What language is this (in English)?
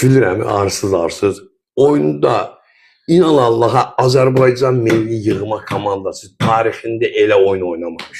Azerbaijani